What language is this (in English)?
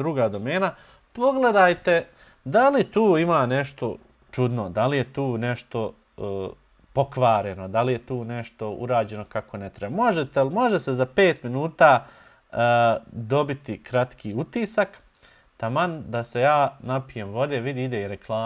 Bosnian